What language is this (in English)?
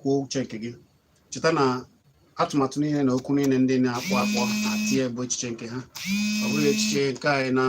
Igbo